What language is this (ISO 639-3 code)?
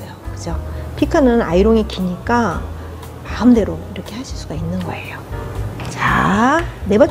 kor